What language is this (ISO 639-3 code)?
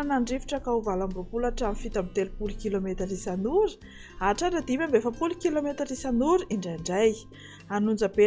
mlg